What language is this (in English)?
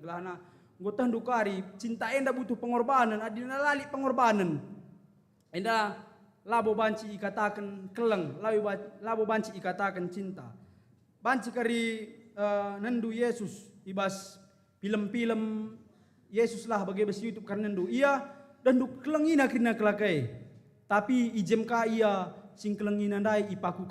Batak Karo